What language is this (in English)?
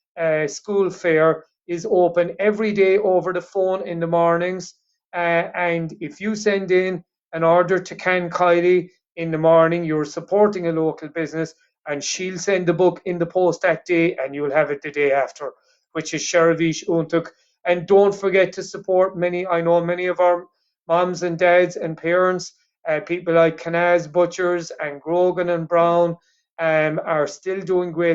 Irish